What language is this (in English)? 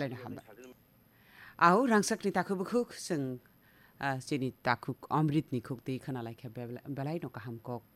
Kok Borok